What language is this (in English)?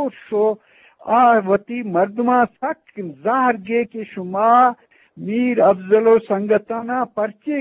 Eastern Balochi